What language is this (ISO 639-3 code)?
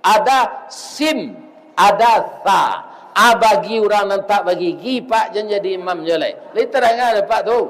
min